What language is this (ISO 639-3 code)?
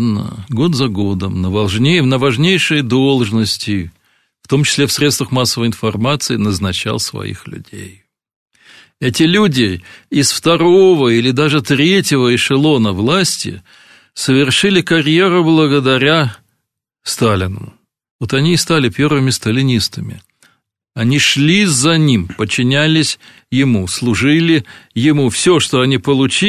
rus